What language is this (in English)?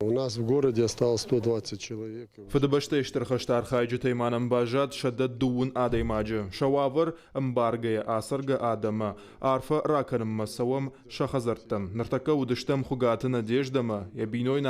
Ossetic